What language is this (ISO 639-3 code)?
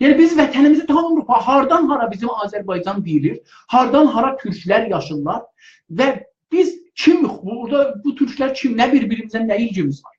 azb